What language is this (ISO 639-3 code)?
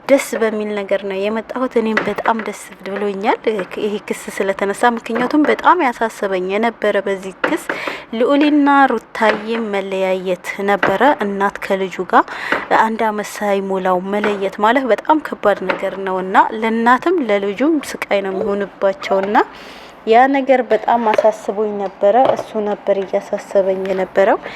amh